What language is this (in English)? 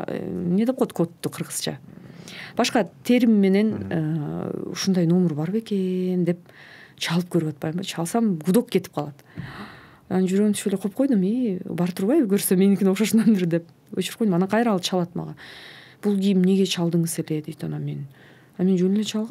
Kyrgyz